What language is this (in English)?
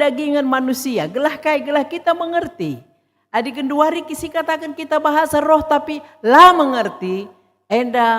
Batak Karo